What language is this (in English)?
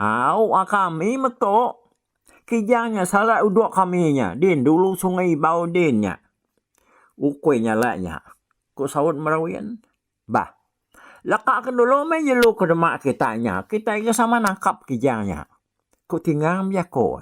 Iban